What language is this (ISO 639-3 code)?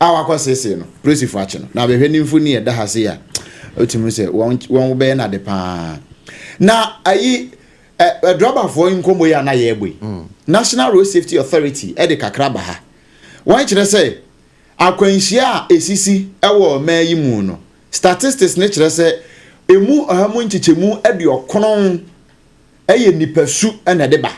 aka